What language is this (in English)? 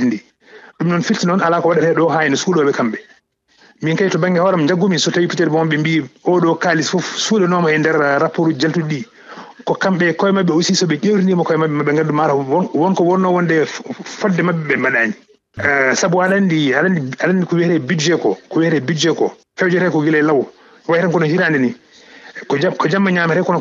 Fula